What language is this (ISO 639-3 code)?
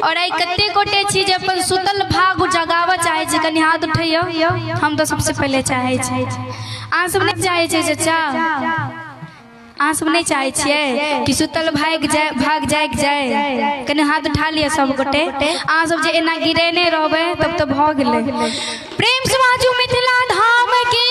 mai